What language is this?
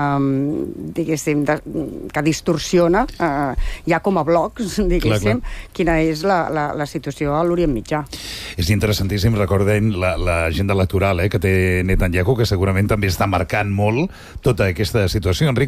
Catalan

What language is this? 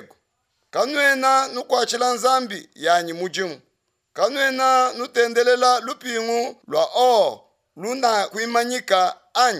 Luba-Lulua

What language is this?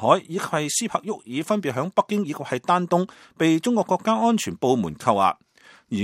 Cantonese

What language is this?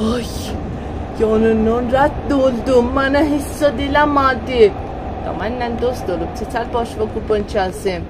South Azerbaijani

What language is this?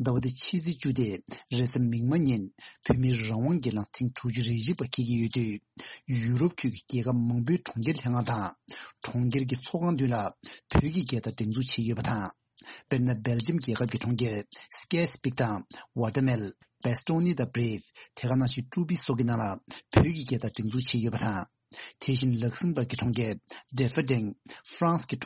Tibetan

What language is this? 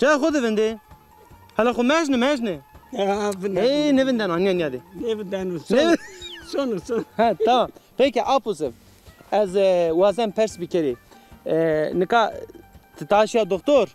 Zaza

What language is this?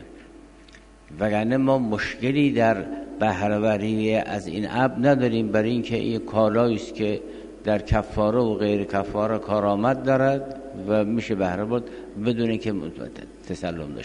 Persian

